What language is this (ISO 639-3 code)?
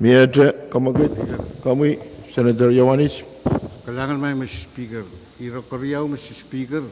pon